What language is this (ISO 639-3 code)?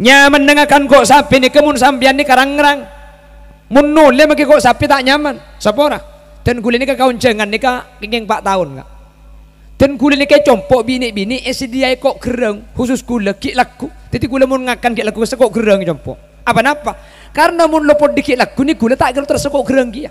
mad